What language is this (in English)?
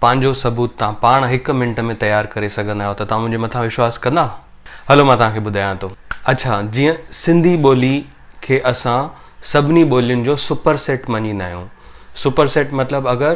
Sindhi